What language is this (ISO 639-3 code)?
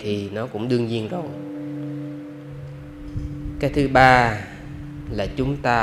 vie